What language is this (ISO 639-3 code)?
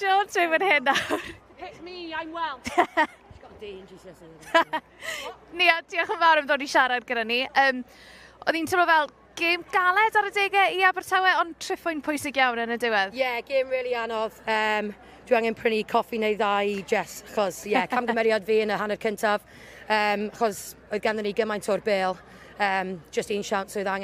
cym